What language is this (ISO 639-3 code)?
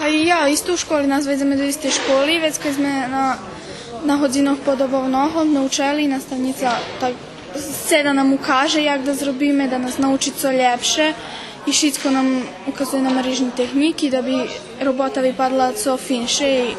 rue